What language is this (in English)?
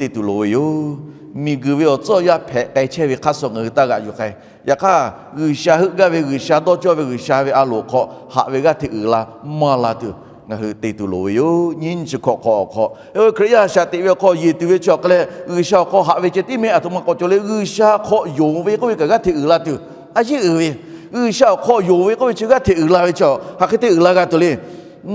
Lahu